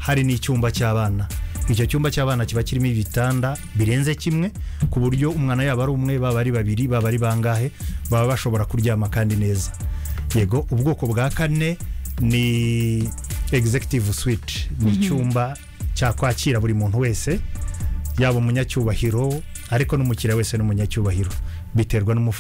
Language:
Kinyarwanda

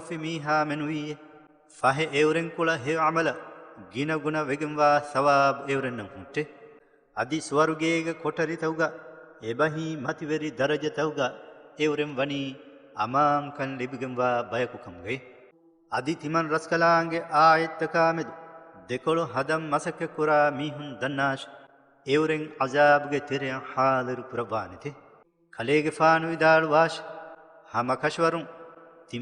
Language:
Divehi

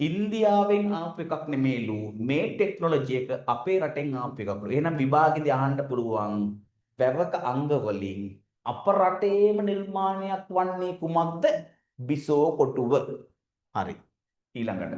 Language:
Sinhala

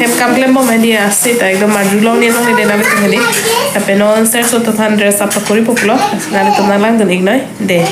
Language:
Karbi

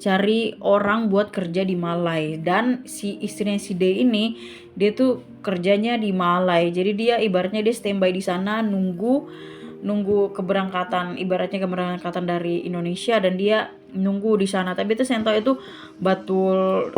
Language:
Ambonese Malay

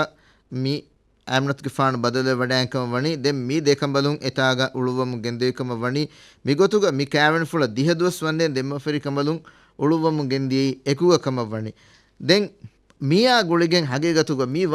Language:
Divehi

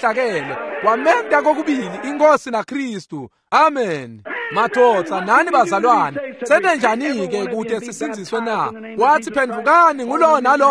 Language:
Swati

